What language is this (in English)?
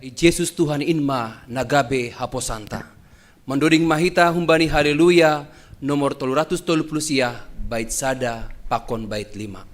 Batak Simalungun